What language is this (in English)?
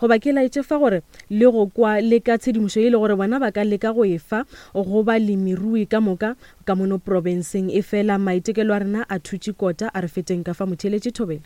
Northern Sotho